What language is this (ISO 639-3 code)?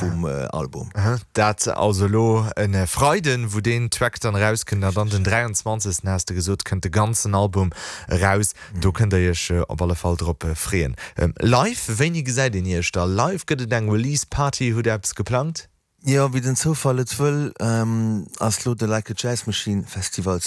ltz